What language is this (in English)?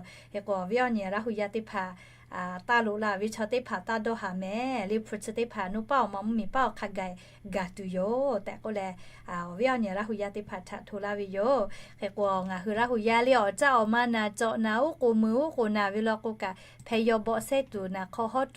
Lahu